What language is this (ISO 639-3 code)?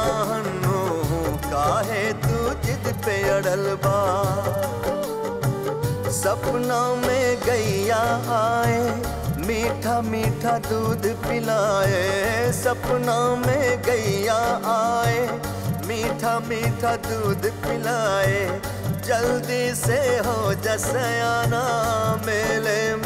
bho